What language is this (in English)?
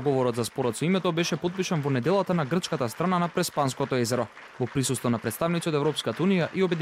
Macedonian